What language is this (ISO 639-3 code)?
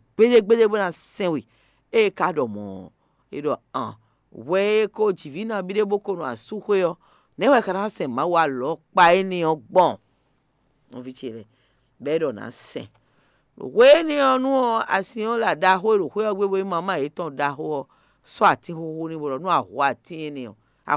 fon